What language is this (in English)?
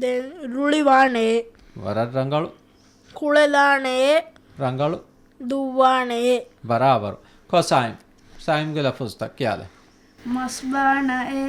Divehi